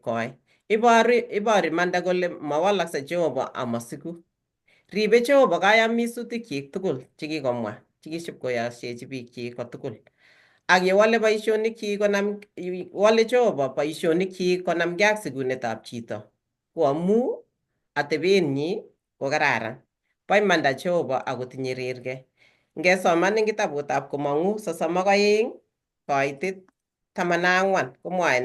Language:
Kalenjin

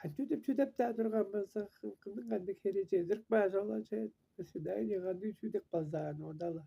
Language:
Tuvinian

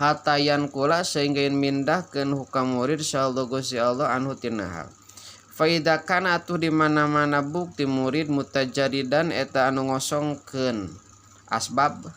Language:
Sundanese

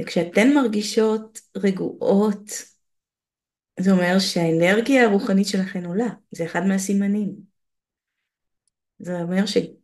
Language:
Hebrew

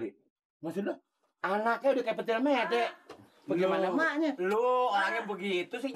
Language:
Betawi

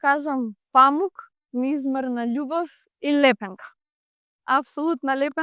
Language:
Macedonian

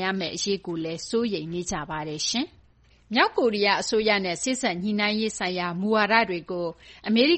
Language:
Burmese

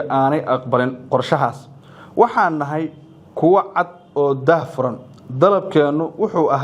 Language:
Somali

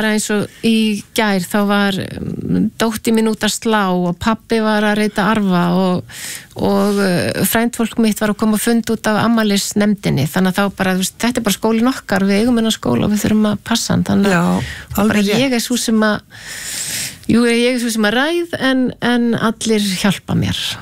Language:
Icelandic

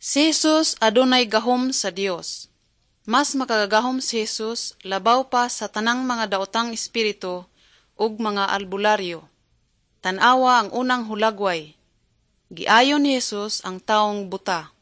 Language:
Cebuano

